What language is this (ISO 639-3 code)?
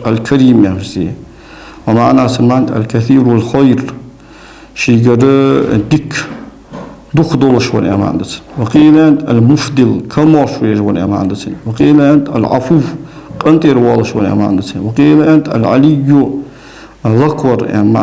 inh